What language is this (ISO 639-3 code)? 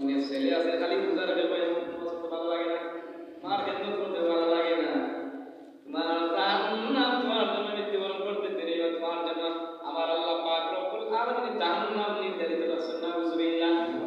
syl